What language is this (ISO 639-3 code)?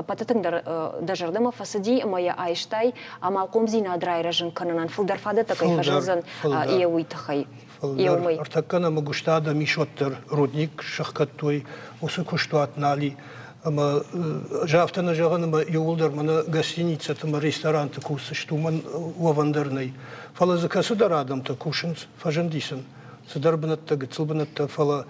oss